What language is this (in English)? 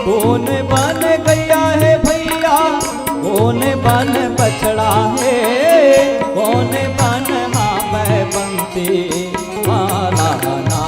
Chhattisgarhi